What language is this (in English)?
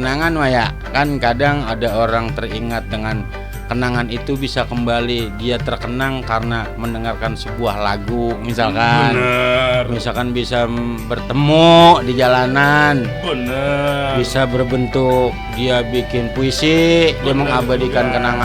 Betawi